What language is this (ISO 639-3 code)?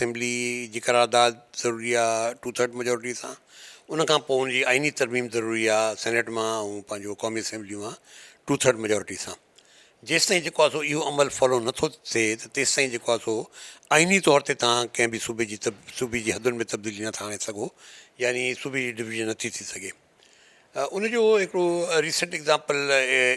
snd